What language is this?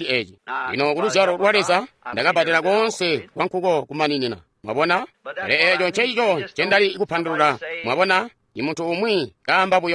Tonga (Zambia)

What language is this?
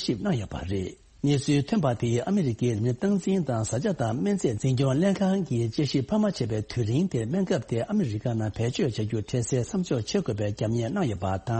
Tibetan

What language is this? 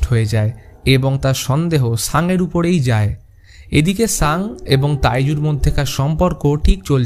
Bangla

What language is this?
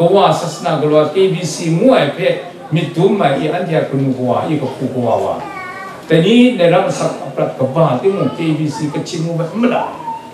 Kachin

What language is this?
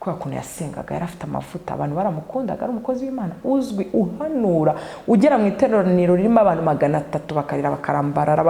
Kinyarwanda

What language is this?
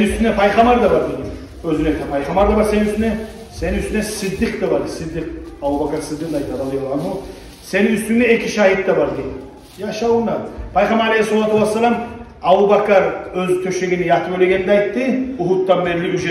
Kumyk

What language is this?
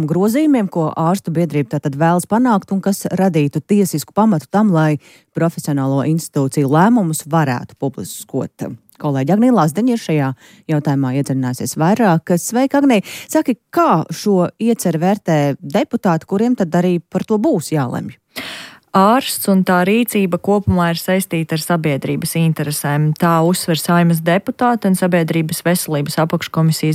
Latvian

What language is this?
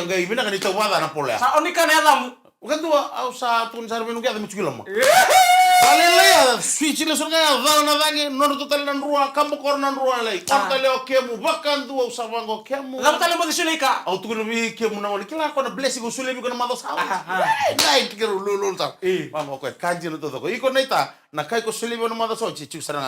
Fijian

